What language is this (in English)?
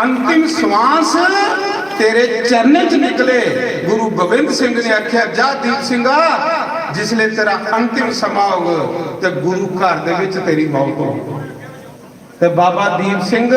Dogri